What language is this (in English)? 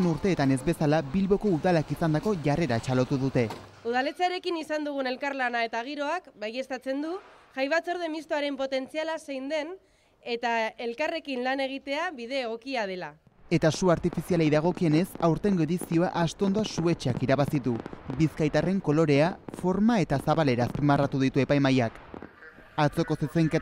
Basque